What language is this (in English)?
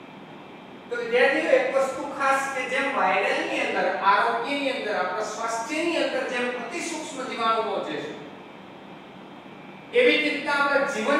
Gujarati